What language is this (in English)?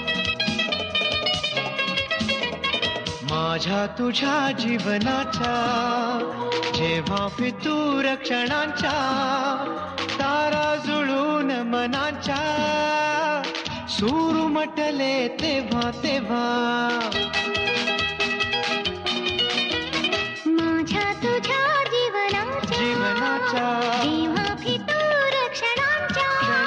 Marathi